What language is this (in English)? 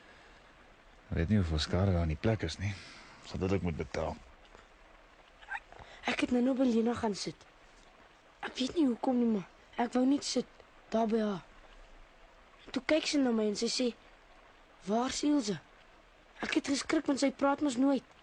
Afrikaans